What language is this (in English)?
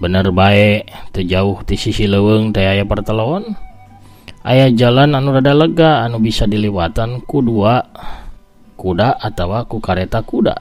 Sundanese